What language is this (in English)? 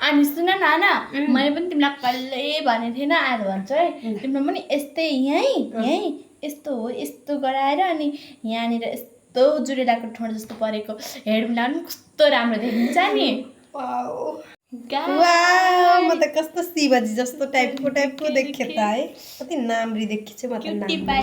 Nepali